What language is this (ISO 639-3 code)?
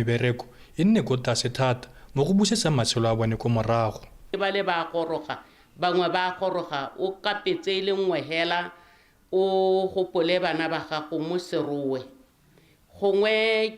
tsn